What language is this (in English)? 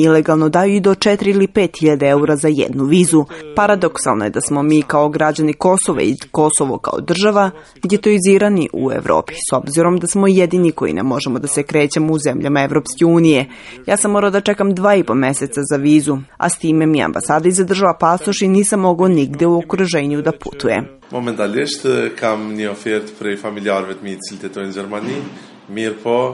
Serbian